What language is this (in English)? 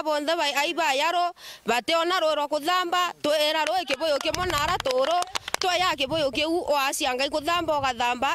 Meru